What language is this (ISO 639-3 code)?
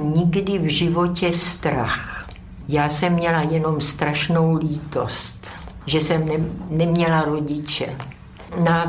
ces